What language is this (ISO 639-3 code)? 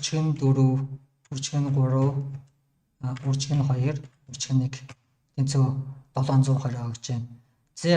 mon